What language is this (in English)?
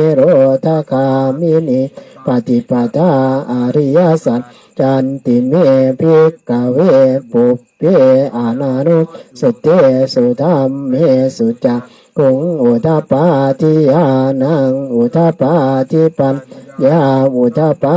Pali